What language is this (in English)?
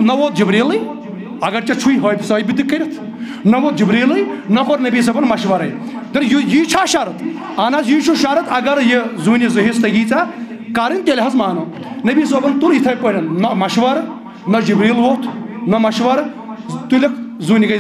Kashmiri